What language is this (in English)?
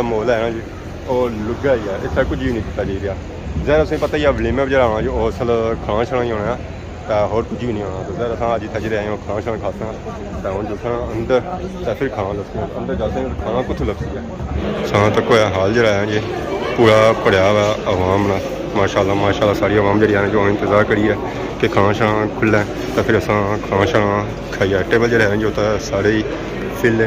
Pahari-Potwari